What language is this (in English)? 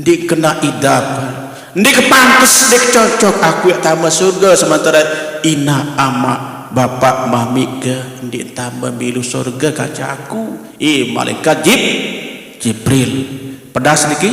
Sasak